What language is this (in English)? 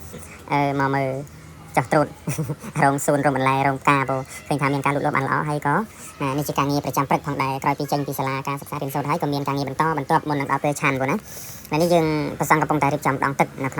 Khmer